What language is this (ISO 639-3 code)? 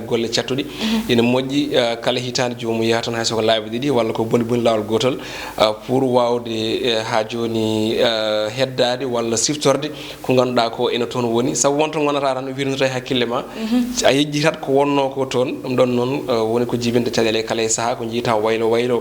ful